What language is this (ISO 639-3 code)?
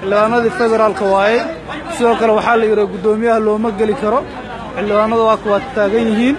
som